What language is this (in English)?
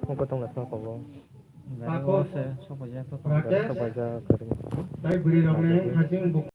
Kok Borok